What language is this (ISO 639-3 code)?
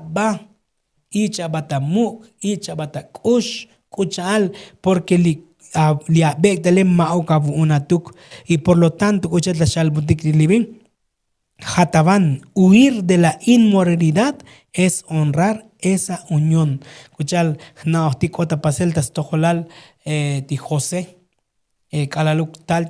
tzo